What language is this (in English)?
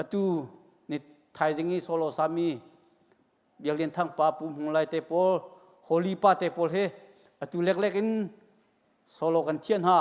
Hakha Chin